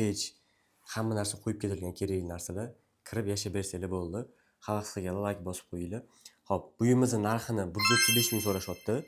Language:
Uzbek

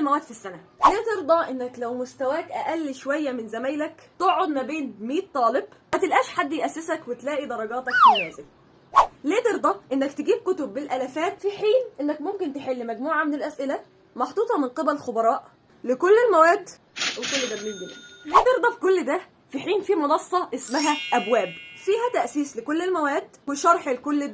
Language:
Egyptian Arabic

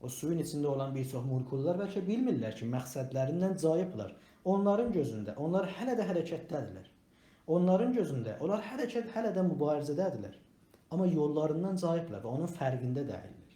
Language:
South Azerbaijani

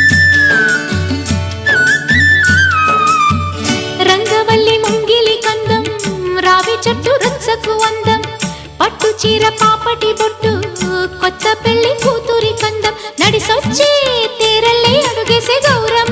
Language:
Telugu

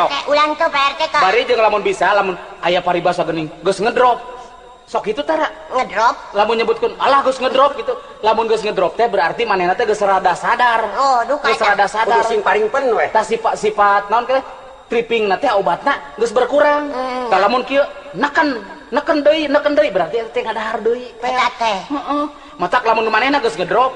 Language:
Sundanese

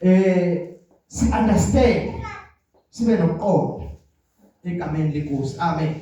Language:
Zulu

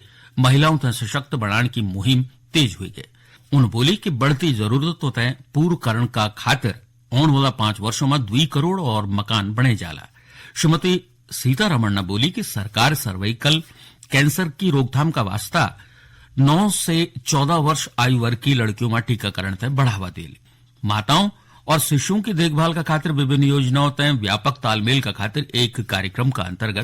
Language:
Garhwali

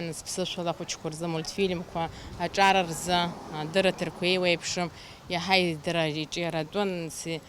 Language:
Abkhazian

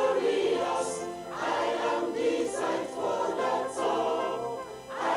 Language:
Ewe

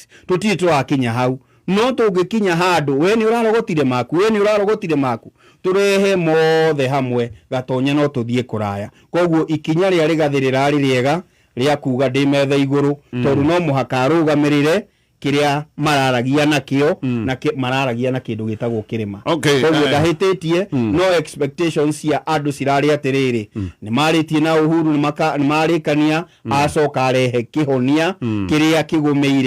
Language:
Kikuyu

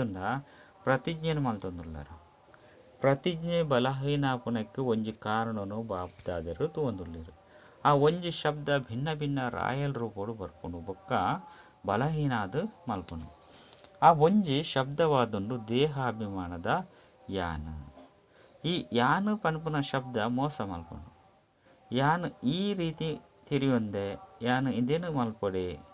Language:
Tulu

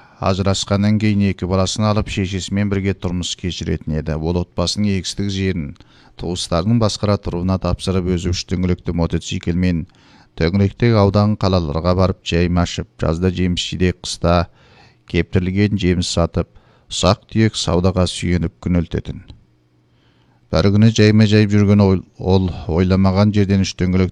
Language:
Kazakh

